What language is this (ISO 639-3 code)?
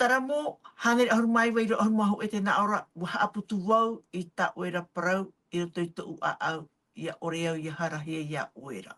tah